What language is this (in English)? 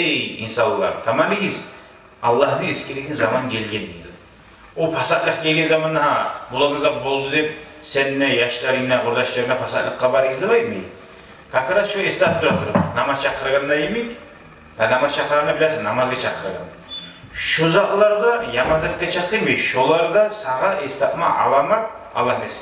Kumyk